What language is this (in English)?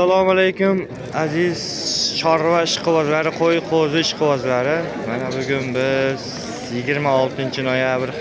Uzbek